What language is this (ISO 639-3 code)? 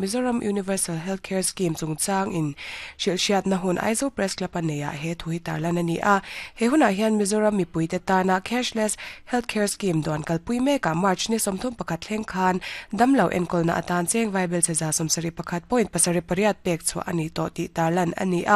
lus